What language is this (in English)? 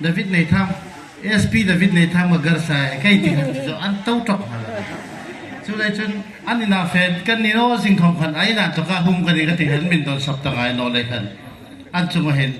Hmar